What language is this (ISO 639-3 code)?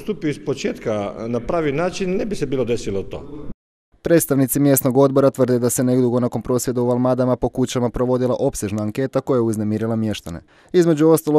hrv